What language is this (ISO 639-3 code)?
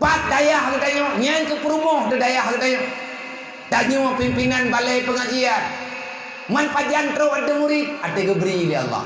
ace